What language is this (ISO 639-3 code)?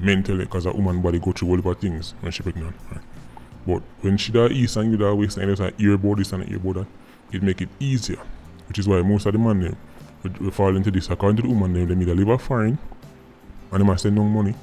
jam